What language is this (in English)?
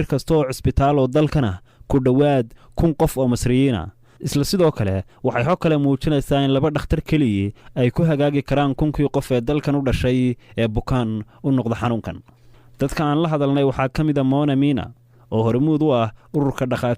Somali